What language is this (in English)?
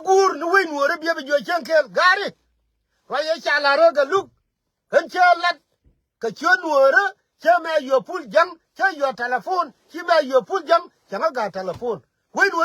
Nuer